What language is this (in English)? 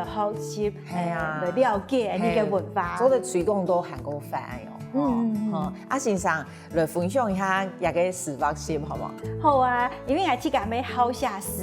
Hakka Chinese